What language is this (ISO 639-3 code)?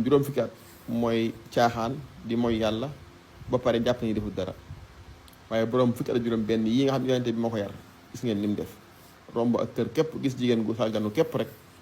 wol